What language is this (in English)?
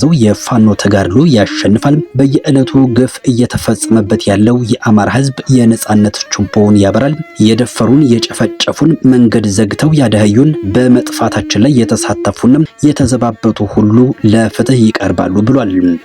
Amharic